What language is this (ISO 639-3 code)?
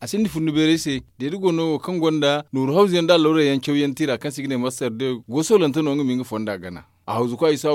dje